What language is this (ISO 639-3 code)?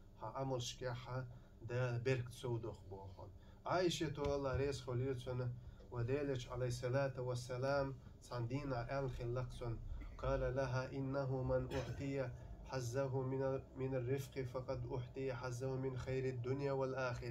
che